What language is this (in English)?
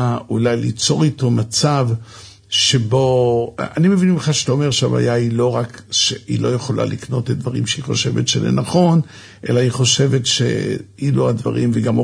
Hebrew